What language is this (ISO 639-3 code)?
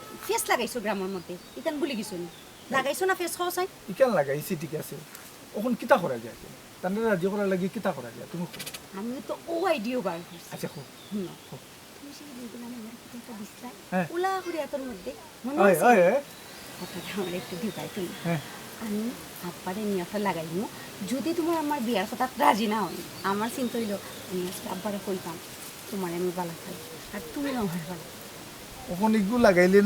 syl